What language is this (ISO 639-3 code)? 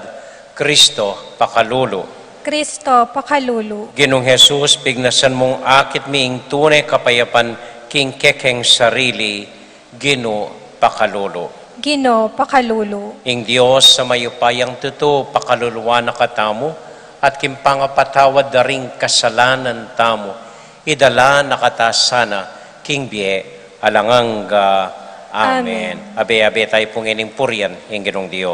pam